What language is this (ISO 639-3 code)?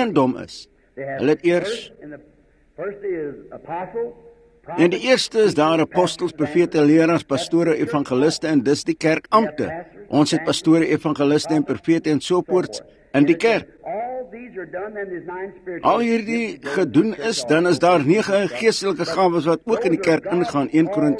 afr